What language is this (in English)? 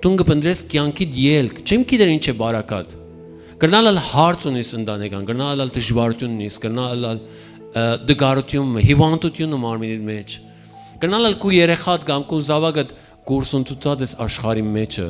Western Armenian